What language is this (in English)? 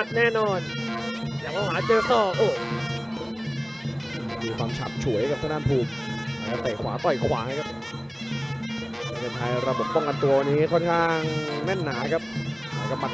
Thai